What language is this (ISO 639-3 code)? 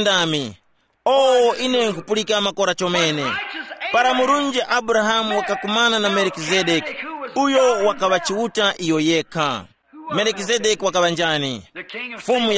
tum